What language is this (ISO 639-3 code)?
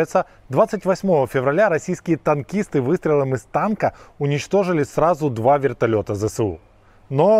rus